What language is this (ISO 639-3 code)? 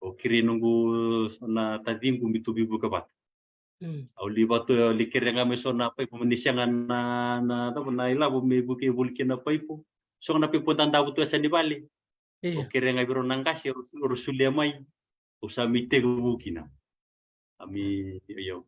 fij